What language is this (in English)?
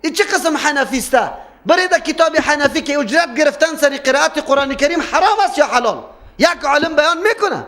Persian